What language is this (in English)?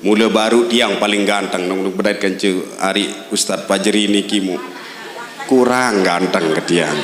Sasak